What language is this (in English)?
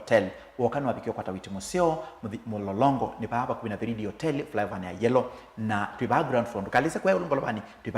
Kamba